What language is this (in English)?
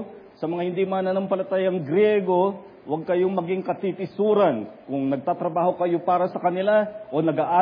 Filipino